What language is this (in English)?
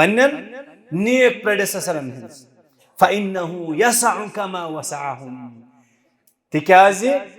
Kashmiri